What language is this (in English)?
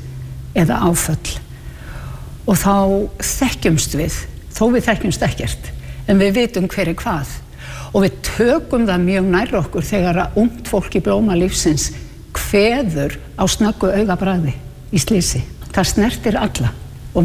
Icelandic